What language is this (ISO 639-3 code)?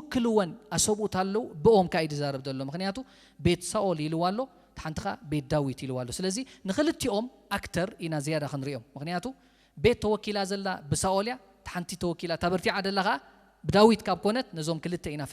tir